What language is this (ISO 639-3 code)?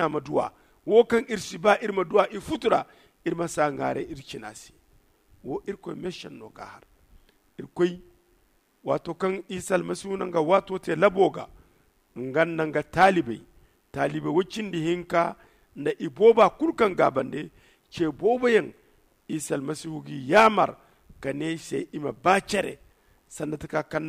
dje